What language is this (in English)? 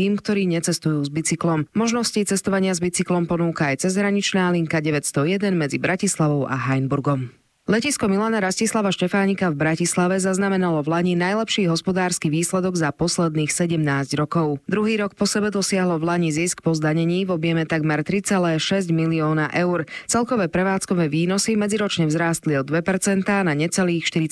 Slovak